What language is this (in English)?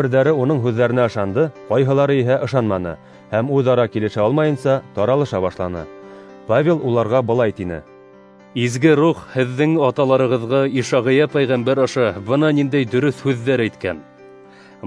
Bashkir